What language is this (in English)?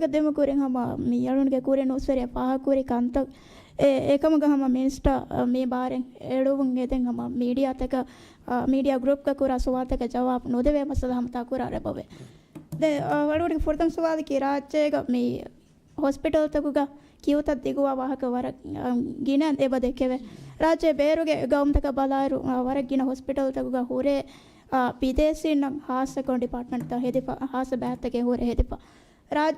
Divehi